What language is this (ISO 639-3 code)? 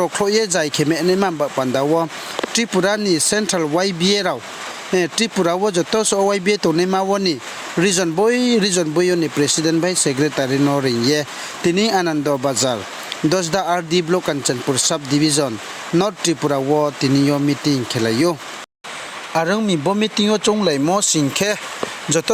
ria